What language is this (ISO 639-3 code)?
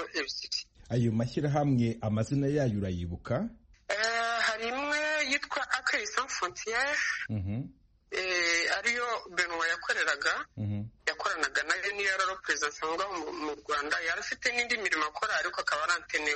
kin